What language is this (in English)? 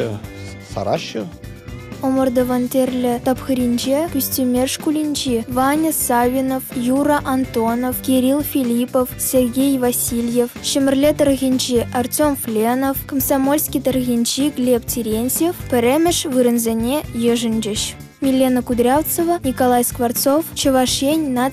Chuvash